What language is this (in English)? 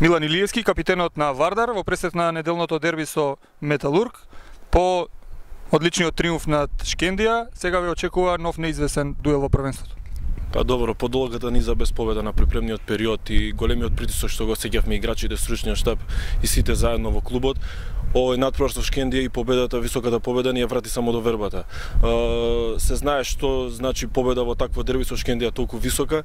Macedonian